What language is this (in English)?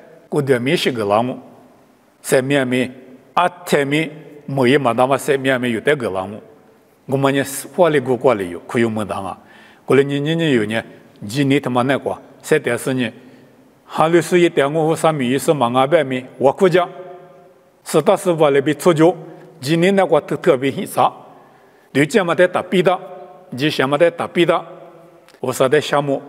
Lisu